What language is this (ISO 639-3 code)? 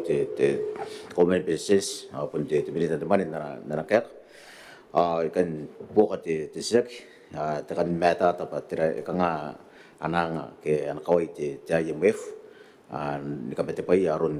gil